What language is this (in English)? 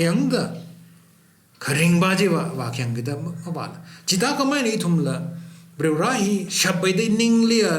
Tangkhul Naga (India)